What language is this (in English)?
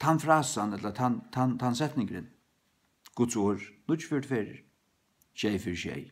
Faroese